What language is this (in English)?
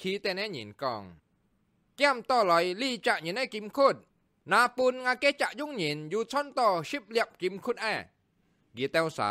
Hakka Chinese